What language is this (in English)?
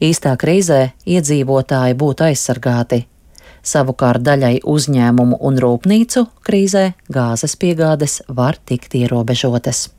Latvian